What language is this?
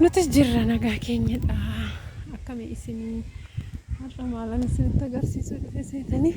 Oromo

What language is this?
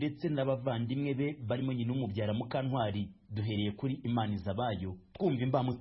Kinyarwanda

